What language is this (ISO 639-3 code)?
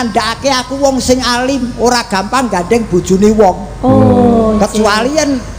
jav